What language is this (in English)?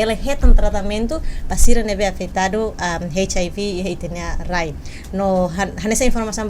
Tetum